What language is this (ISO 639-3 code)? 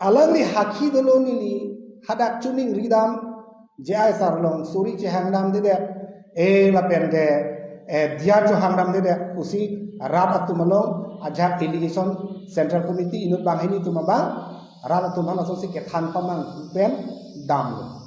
mjw